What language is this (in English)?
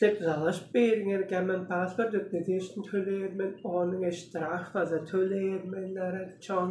Tuvinian